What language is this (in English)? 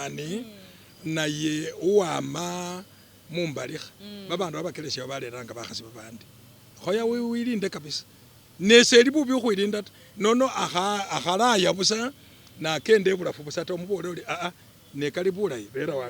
Masaaba